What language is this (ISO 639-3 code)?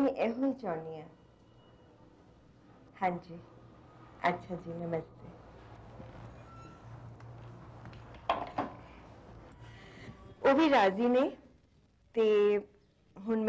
pan